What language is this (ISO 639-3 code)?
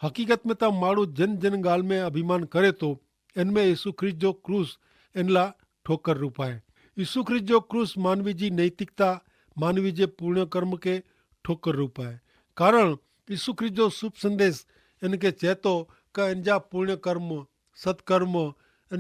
kfr